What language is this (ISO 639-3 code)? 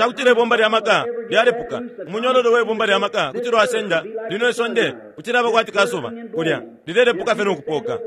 bem